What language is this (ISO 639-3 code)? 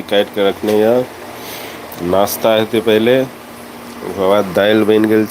mai